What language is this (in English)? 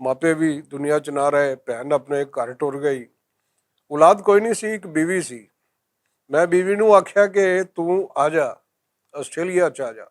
Western Panjabi